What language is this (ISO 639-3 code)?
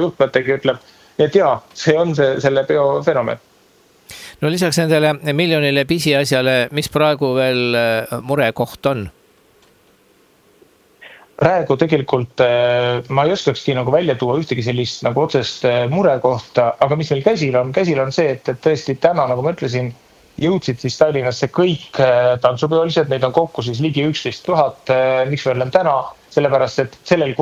est